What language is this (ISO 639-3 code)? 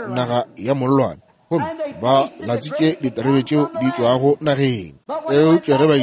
nso